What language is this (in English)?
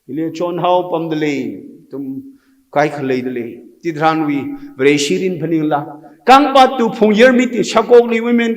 Tangkhul Naga (India)